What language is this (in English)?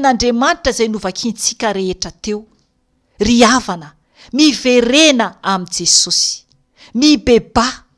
Malagasy